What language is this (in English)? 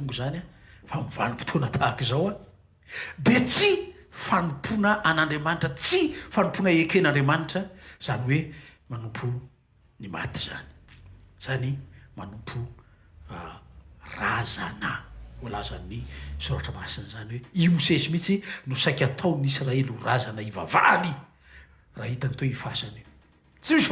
Malagasy